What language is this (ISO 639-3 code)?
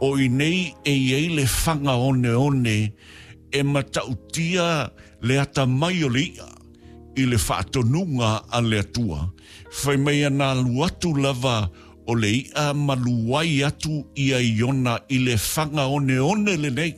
smo